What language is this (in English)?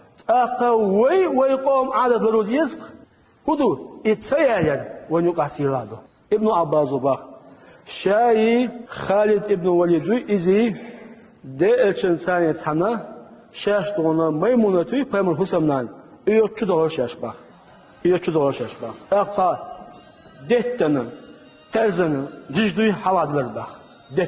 Chechen